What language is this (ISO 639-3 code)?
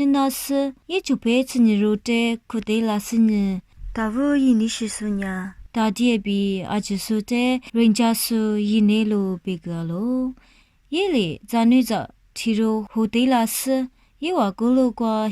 lis